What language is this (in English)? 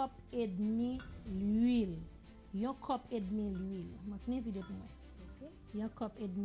Haitian Creole